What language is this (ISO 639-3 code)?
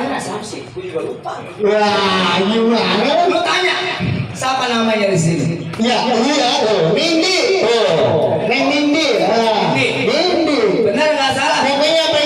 bew